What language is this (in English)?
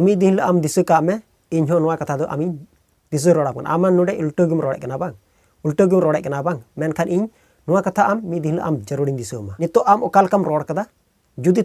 Santali